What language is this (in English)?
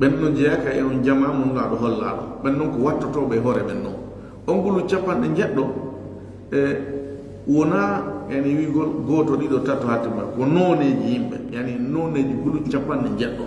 Fula